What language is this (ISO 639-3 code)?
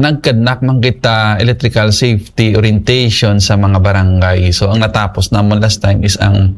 hil